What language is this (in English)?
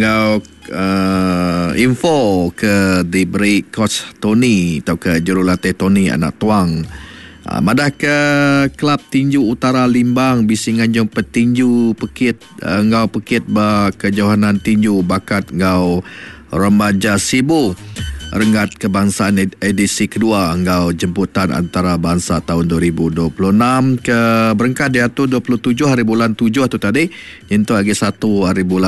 Iban